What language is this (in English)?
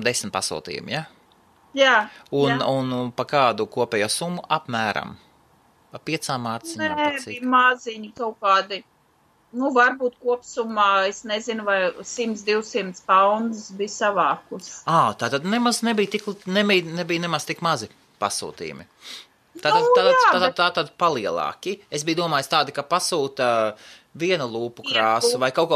Latvian